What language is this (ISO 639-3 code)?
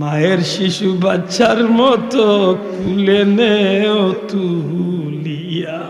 syl